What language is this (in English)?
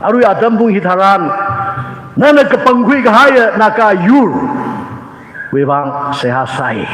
Tangkhul Naga (India)